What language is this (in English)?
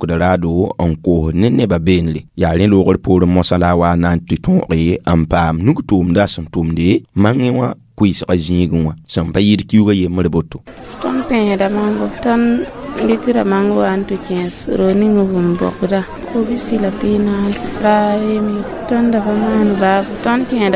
Mossi